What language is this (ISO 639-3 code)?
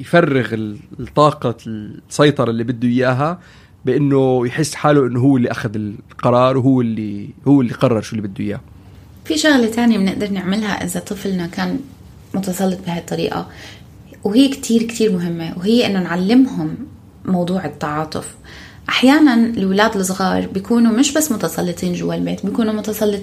apc